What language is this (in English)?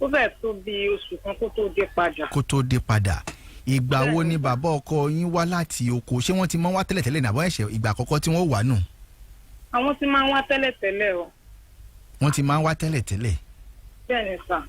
Yoruba